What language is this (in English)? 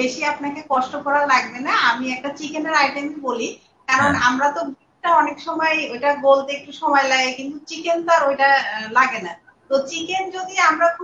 Bangla